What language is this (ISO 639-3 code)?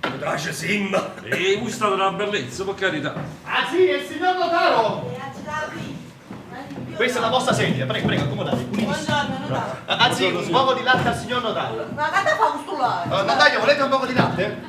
nap